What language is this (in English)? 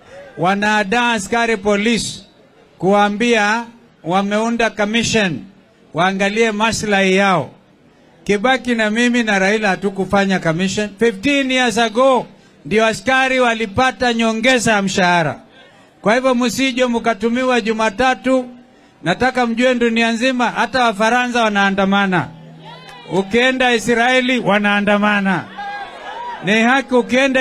Swahili